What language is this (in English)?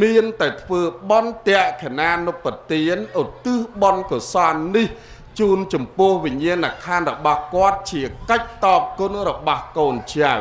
Khmer